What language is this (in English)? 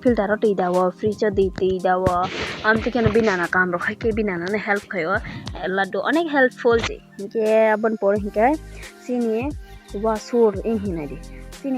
Kok Borok